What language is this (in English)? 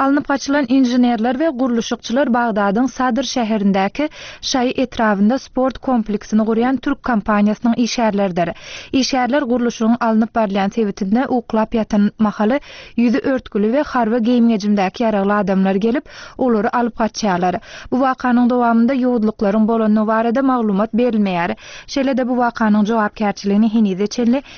Turkmen